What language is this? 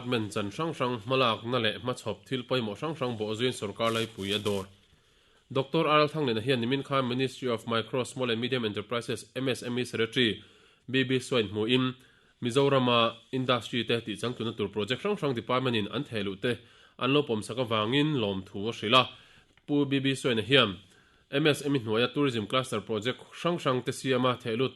Mizo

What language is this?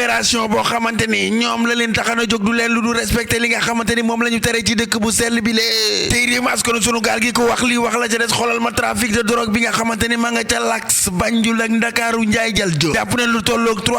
Wolof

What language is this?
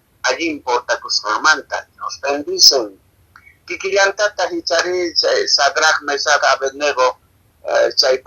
Quechua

